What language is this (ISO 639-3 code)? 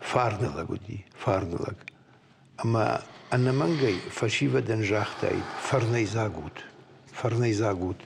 oss